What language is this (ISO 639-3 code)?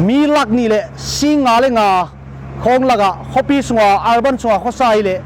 pck